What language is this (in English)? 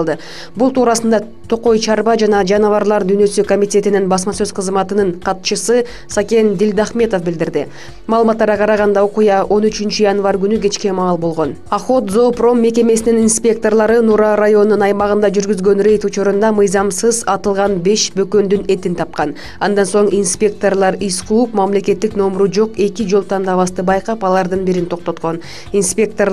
Kyrgyz